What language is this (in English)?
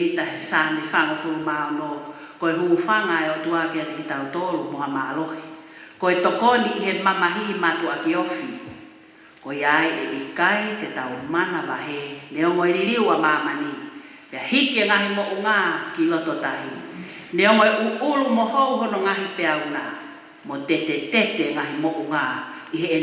Tongan